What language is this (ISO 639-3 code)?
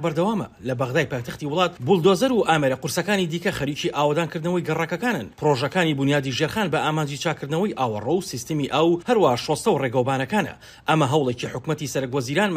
ckb